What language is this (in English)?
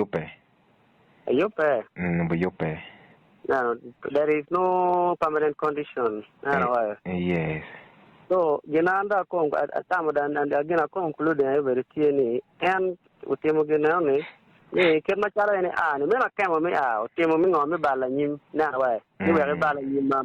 Acoli